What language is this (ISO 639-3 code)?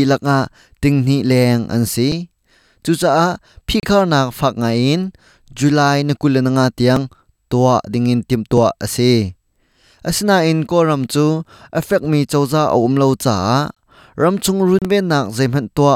cnh